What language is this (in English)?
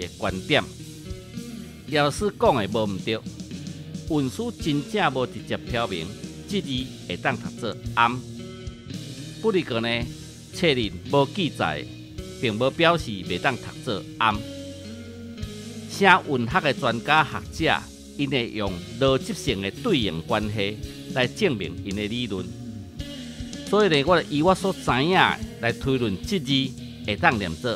Min Nan Chinese